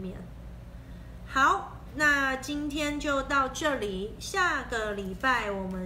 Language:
Chinese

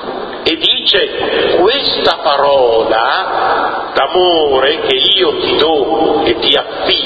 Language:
Italian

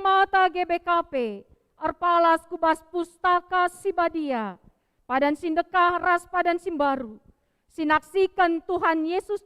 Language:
Batak Karo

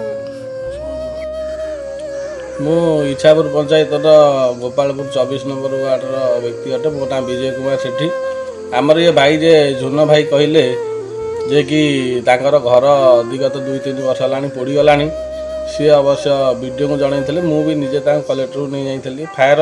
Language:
Odia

